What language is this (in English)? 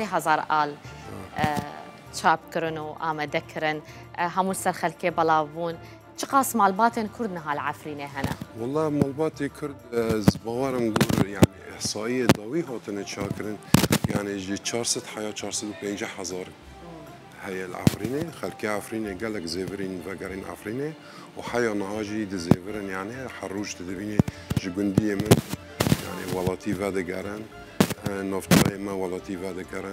Kurdish